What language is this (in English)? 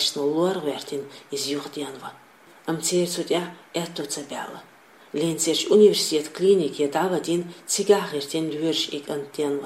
Chechen